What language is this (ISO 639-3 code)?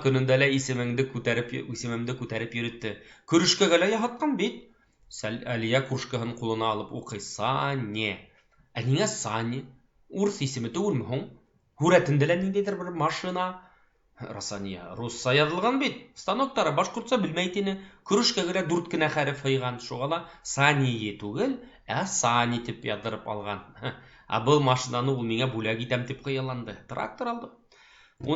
bak